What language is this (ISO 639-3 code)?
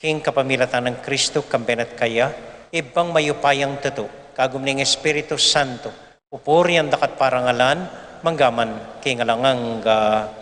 pam